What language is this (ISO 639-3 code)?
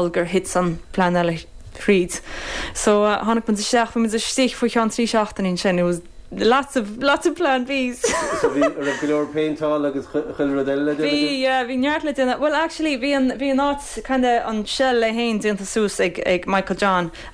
gle